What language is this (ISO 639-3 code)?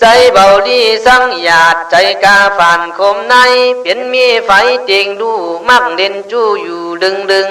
kkh